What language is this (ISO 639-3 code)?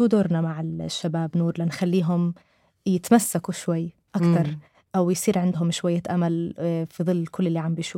apc